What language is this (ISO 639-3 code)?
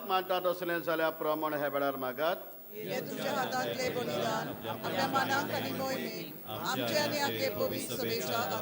kok